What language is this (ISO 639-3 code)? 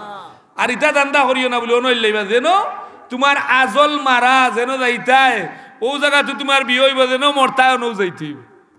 syl